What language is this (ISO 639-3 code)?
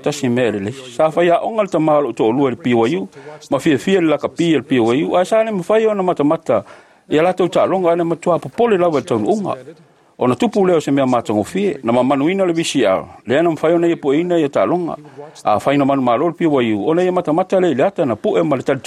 smo